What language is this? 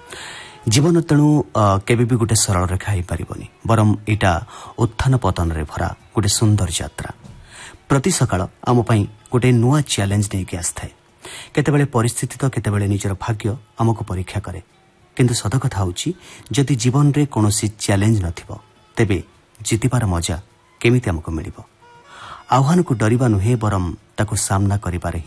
Odia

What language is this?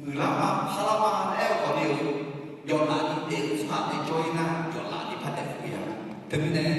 Akha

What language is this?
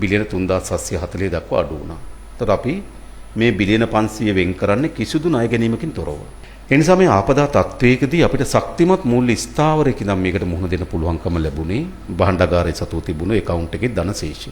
Sinhala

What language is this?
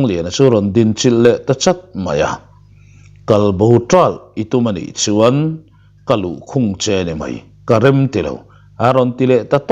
Mizo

